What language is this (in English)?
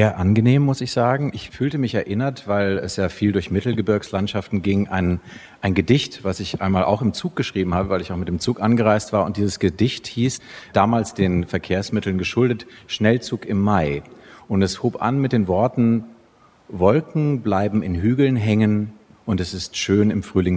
German